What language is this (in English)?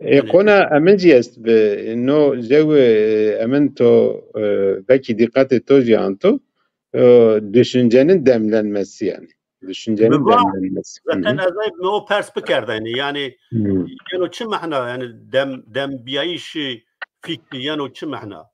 Zaza